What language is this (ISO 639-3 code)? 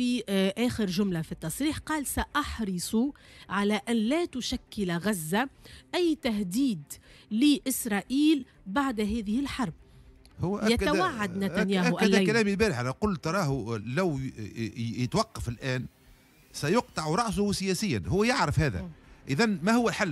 aeb